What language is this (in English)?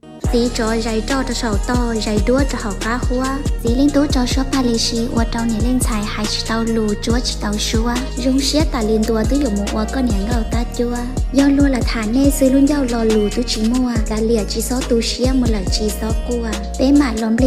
Hmong